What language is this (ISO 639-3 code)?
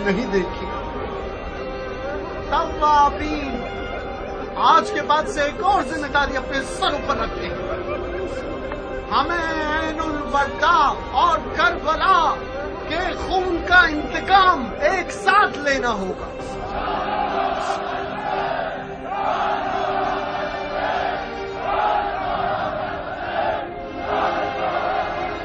urd